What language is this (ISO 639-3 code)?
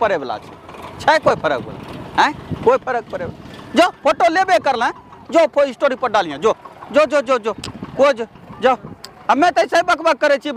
anp